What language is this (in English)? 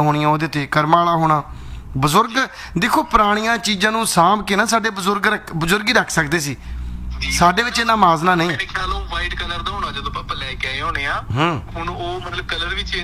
Punjabi